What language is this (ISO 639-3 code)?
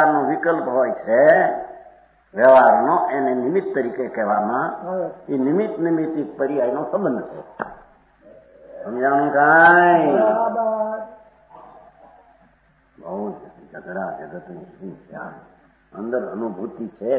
guj